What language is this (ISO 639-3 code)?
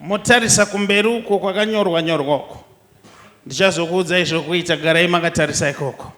sna